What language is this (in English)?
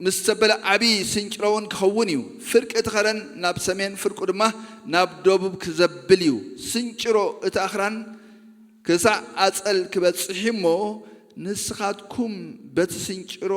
Tigrinya